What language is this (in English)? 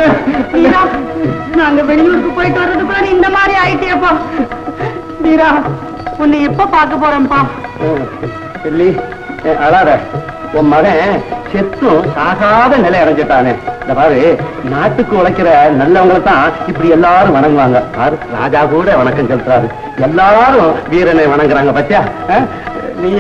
Tamil